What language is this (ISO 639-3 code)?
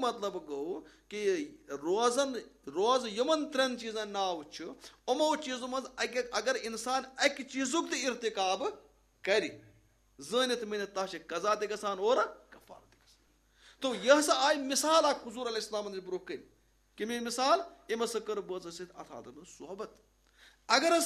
kas